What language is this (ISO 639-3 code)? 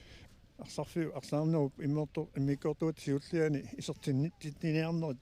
kal